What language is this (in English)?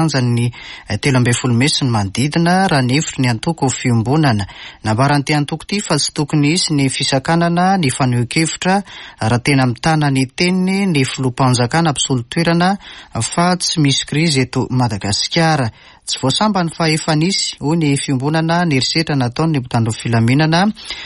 Malagasy